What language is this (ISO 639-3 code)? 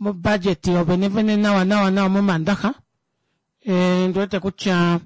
kua